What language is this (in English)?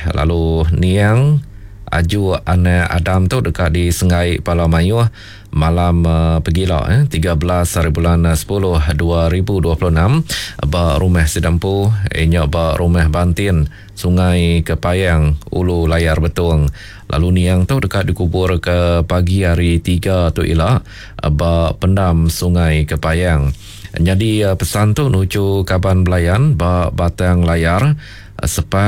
Iban